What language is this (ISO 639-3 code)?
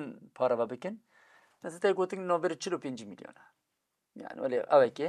kur